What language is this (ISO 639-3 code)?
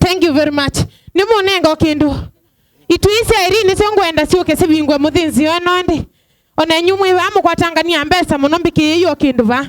kam